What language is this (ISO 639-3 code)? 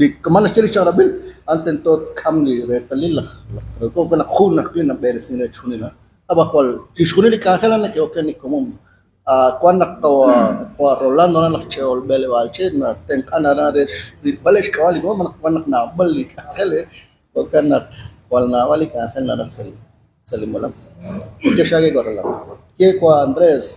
kek